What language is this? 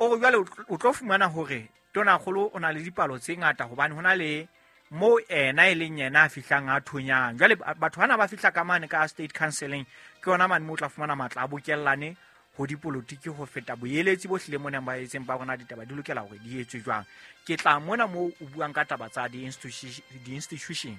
Southern Sotho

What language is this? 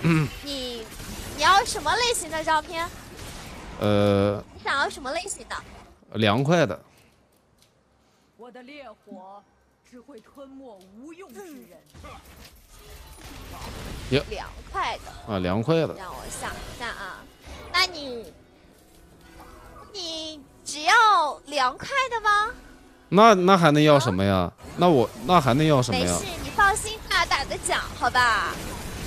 Chinese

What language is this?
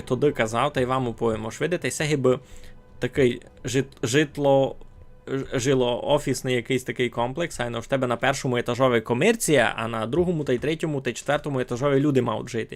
Rusyn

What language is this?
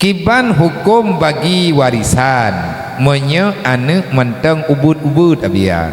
Achinese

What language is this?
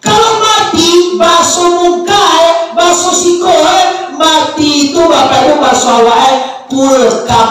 Minangkabau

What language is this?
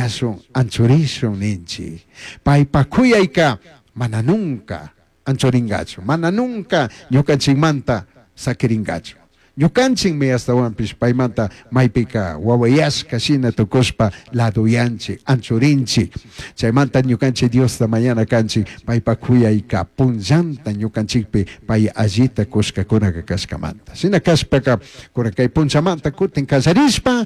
Chimborazo Highland Quichua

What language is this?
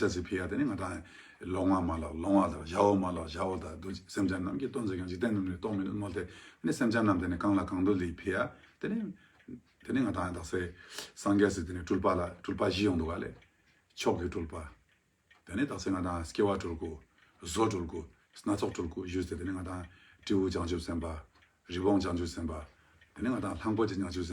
Ladakhi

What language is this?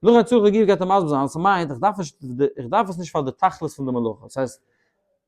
Yiddish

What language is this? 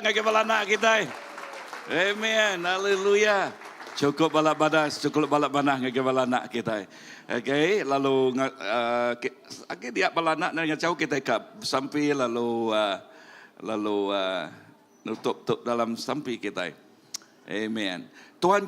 Iban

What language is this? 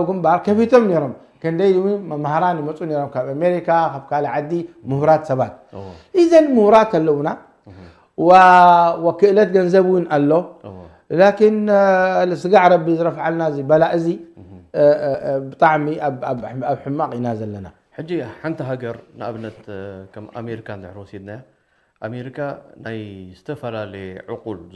Tigrinya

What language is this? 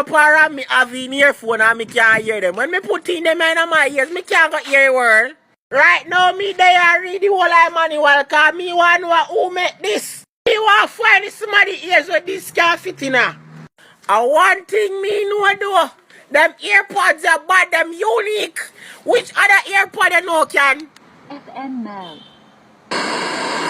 Jamaican Creole English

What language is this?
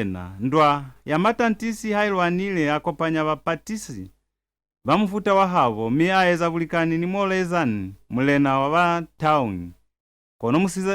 Lozi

